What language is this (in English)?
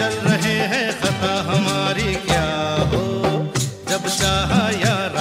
Hindi